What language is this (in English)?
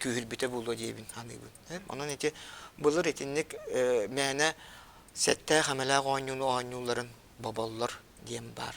Yakut